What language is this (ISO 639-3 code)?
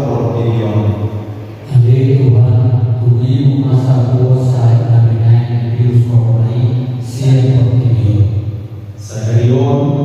bbc